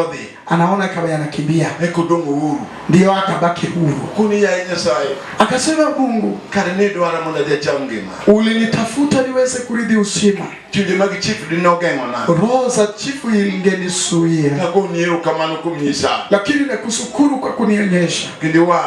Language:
Luo (Kenya and Tanzania)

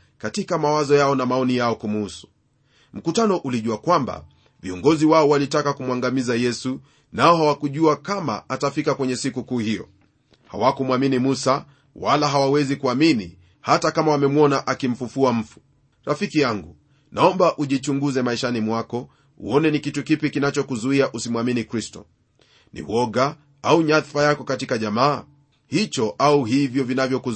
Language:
Swahili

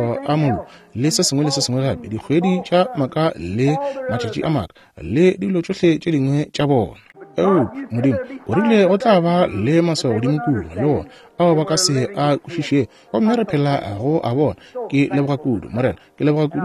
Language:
Northern Sotho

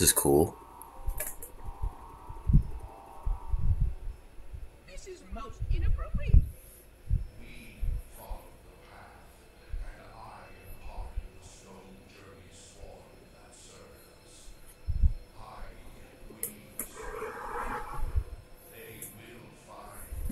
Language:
English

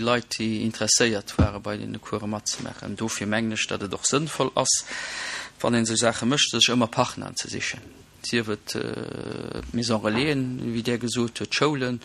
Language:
Luxembourgish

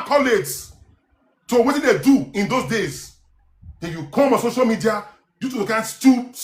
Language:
Nigerian Pidgin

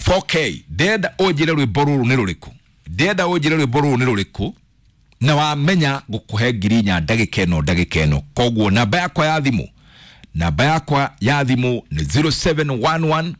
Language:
Kikuyu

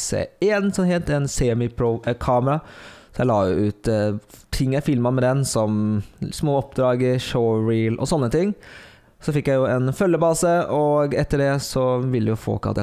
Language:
Norwegian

